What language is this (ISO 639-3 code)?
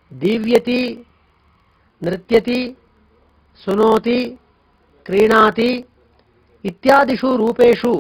san